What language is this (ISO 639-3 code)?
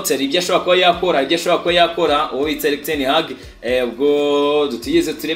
kin